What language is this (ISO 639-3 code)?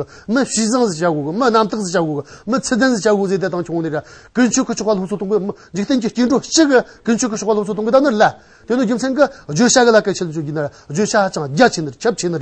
adx